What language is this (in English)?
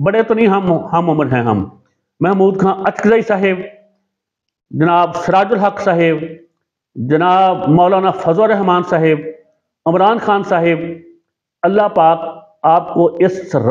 Urdu